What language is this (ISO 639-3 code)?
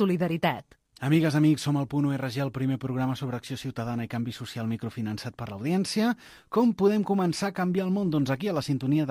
cat